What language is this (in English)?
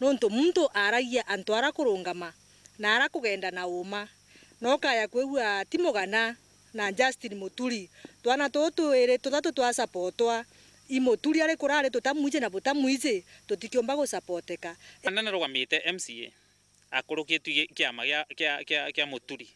Meru